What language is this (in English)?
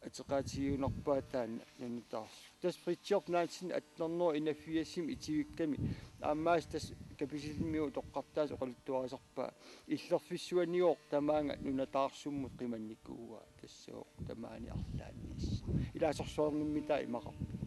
Kalaallisut